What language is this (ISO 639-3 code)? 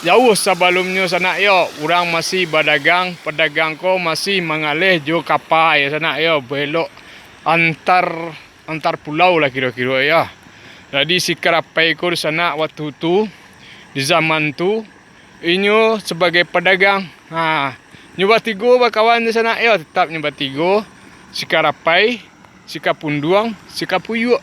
min